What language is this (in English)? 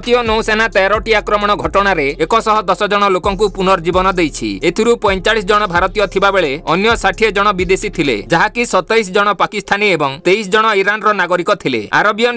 Odia